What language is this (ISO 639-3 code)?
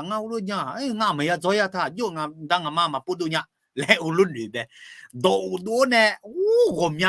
ahk